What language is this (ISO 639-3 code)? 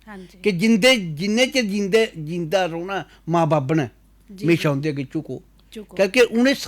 doi